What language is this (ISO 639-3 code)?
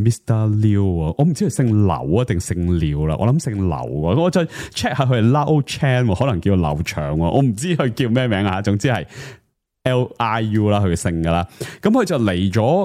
yue